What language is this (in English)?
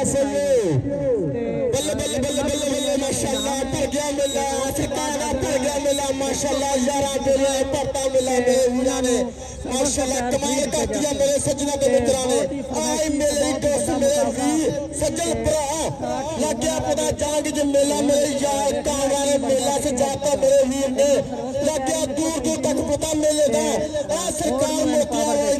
Saraiki